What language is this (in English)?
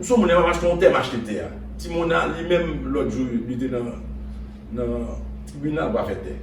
Haitian Creole